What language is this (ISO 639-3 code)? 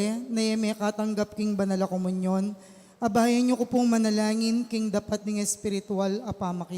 pam